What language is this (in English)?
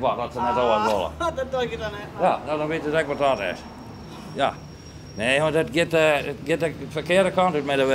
Western Frisian